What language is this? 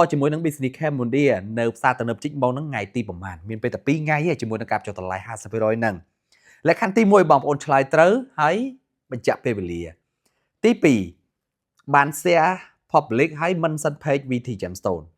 Khmer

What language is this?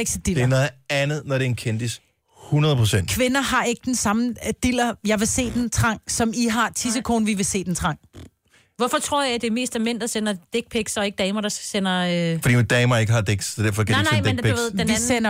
Danish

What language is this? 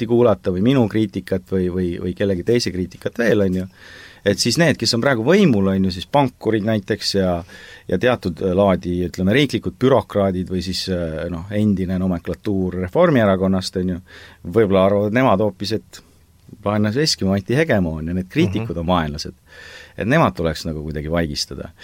Estonian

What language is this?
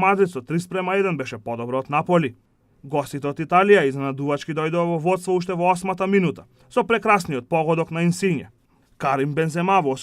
Macedonian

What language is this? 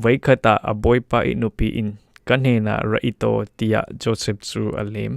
Falam Chin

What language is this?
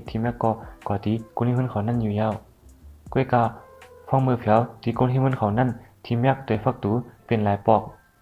Shan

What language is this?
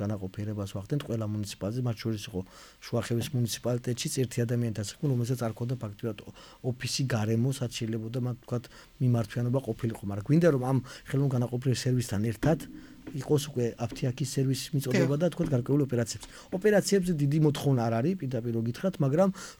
Georgian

